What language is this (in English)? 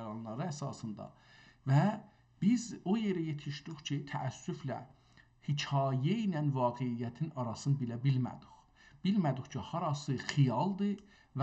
South Azerbaijani